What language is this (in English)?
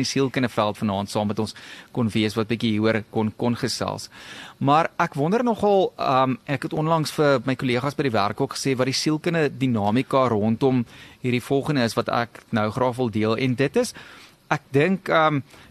Afrikaans